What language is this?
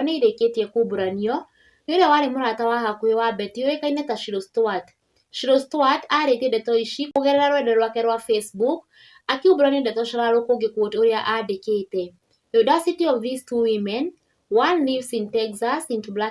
Kikuyu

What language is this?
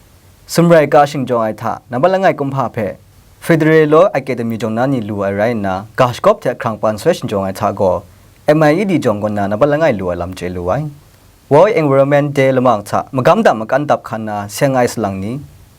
Kachin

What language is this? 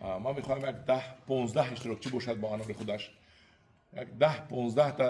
Tajik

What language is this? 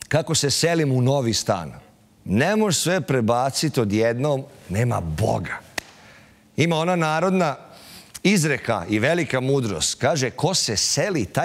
Serbian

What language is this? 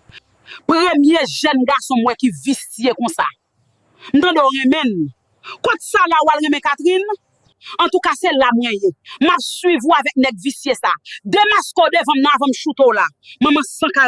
Haitian Creole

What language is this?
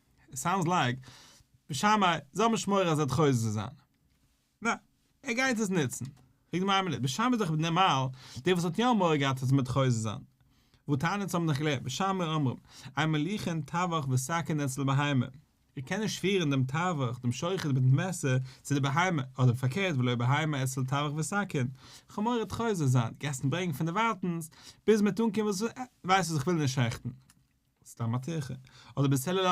Yiddish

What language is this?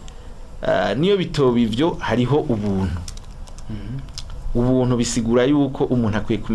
Rundi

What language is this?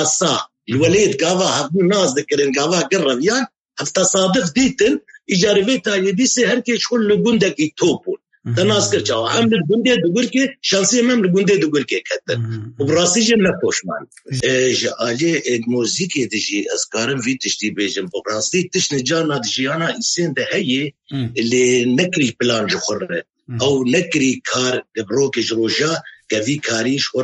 Kurdish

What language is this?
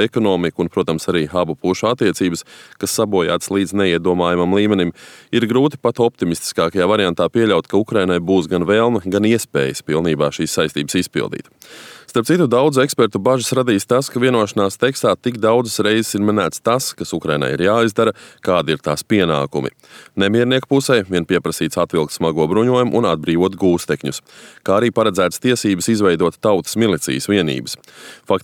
Latvian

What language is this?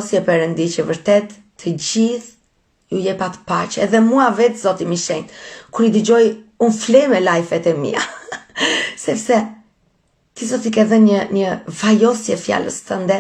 Albanian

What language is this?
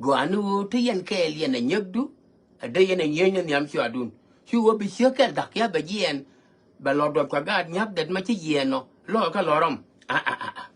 Nuer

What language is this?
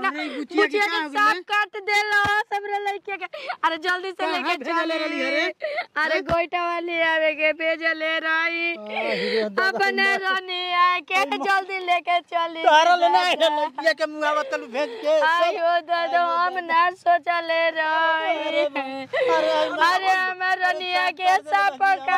Bhojpuri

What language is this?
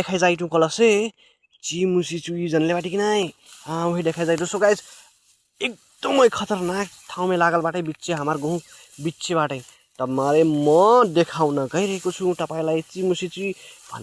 Nepali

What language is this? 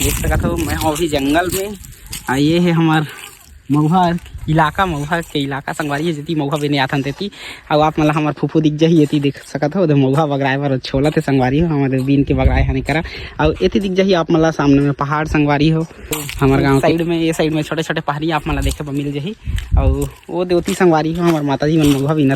Chhattisgarhi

